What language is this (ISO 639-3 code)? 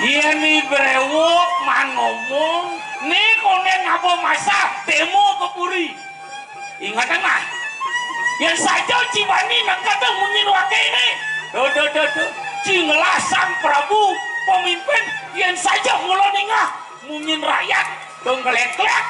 ban